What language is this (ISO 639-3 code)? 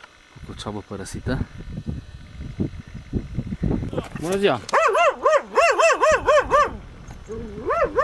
ron